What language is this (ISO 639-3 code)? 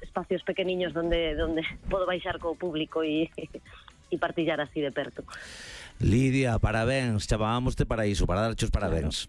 glg